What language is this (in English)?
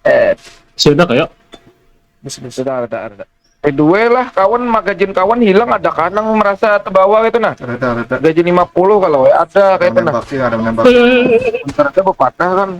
Banjar